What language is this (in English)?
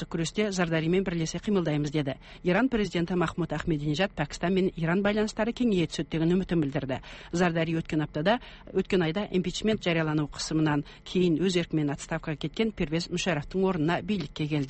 Kazakh